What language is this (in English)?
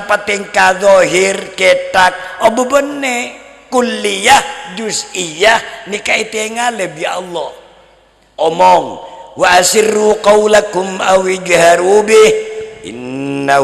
Madurese